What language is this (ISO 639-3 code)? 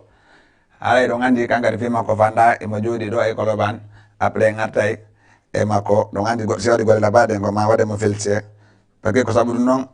ful